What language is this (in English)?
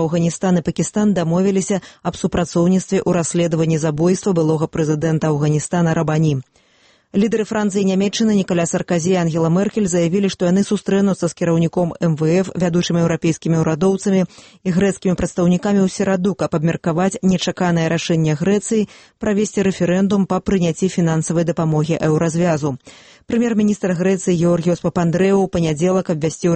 Belarusian